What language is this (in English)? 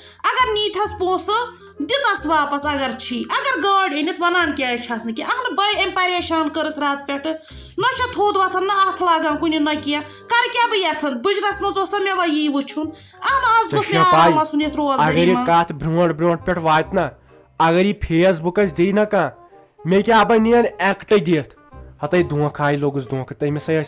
Kashmiri